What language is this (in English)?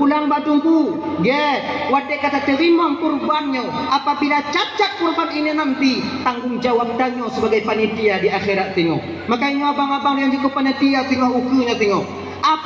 Achinese